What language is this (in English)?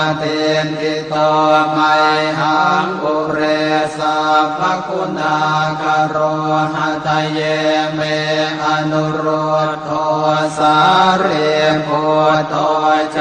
Pali